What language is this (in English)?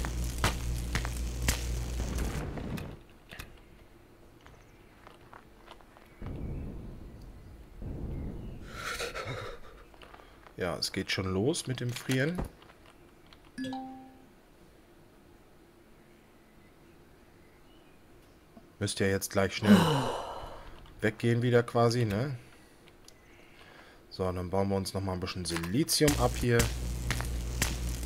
German